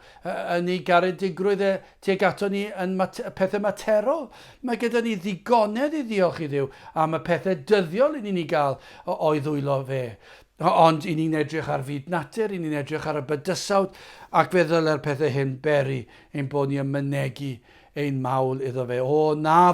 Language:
Welsh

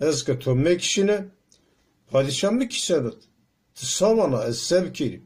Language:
Zaza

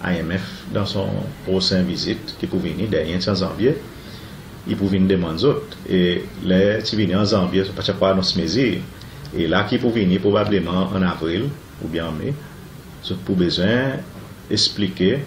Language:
Seselwa Creole French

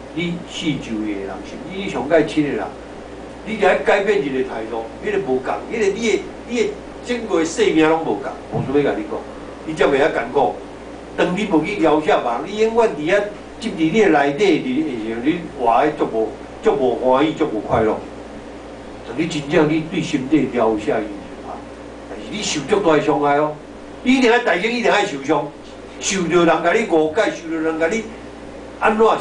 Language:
Min Nan Chinese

